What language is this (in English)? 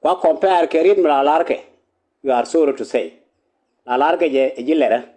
Nuer